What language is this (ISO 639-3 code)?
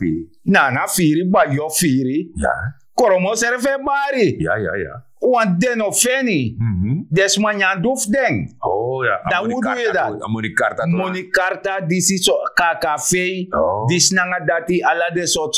srn